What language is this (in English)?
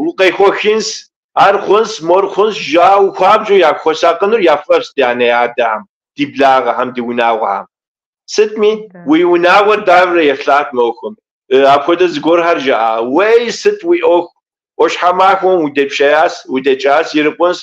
Kabardian